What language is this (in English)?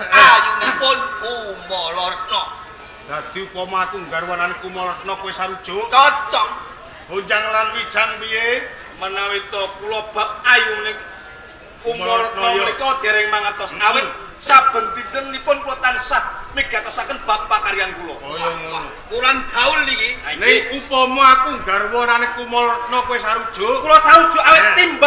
Javanese